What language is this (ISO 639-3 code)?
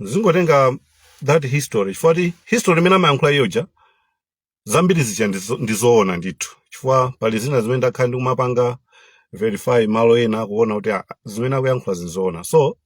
nya